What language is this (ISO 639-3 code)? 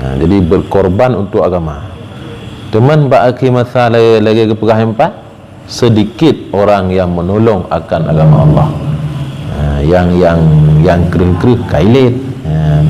ace